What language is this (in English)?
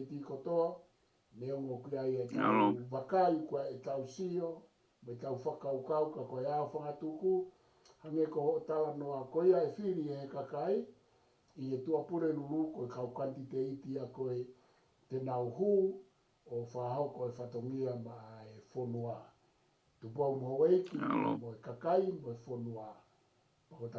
Tongan